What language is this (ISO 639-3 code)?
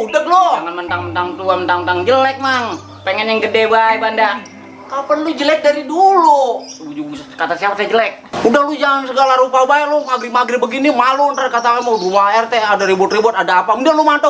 bew